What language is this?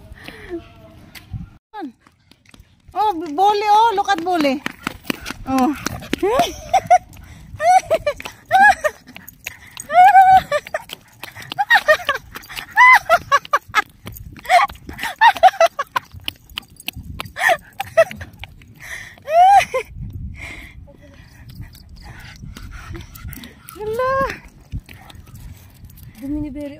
Filipino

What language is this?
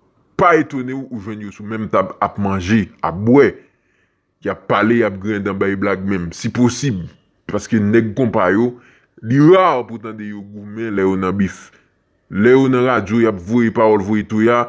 Haitian Creole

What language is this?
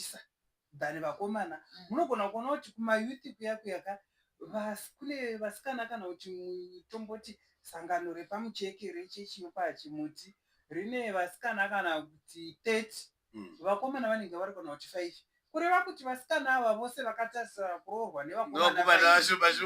Shona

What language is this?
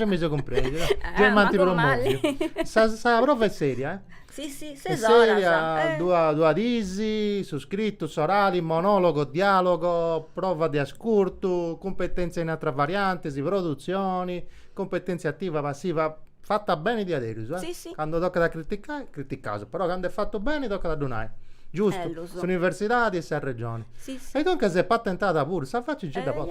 Sardinian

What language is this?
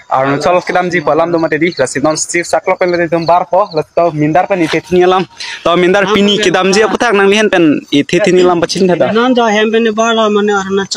Karbi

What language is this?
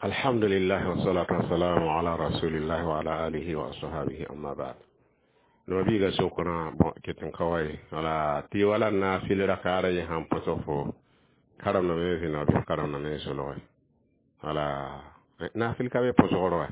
Mossi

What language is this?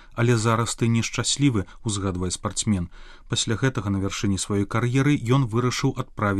Belarusian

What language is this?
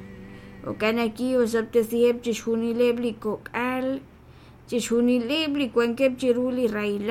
Kekchí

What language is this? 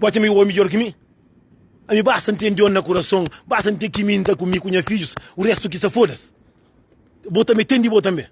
Kabuverdianu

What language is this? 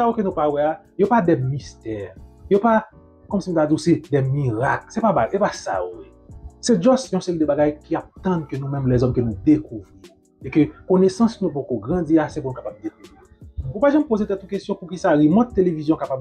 Haitian Creole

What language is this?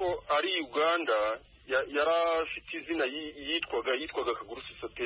Kinyarwanda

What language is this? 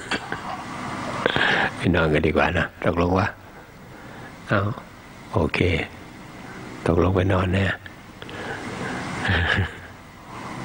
Thai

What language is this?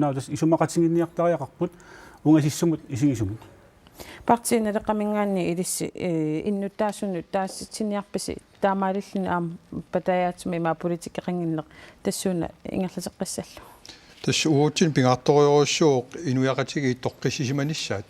Kalaallisut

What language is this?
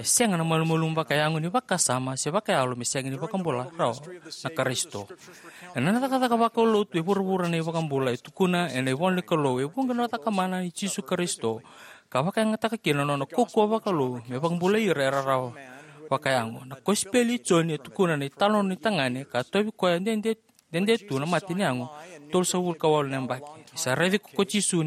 Fijian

